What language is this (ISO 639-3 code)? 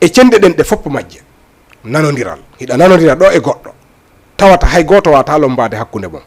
ful